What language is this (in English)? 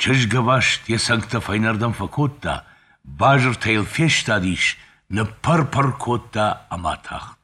Ossetic